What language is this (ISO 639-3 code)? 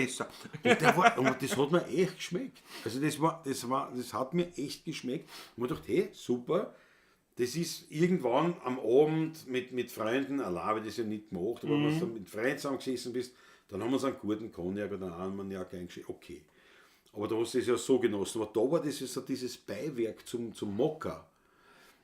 bar